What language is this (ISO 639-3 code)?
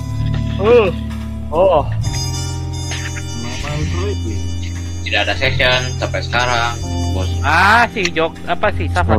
ind